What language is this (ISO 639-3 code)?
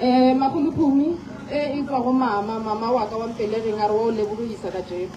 nso